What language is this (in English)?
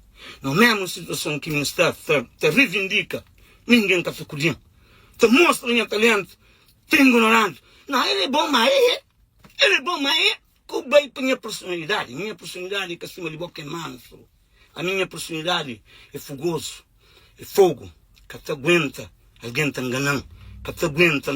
Kabuverdianu